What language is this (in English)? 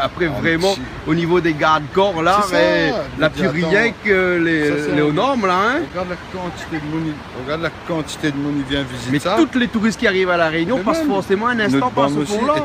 Réunion Creole French